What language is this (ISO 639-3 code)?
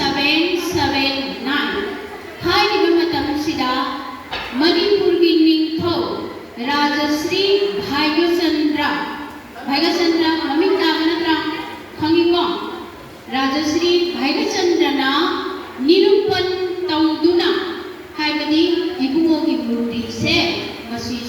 mni